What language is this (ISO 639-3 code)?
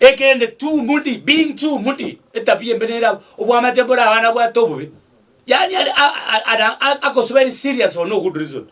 guz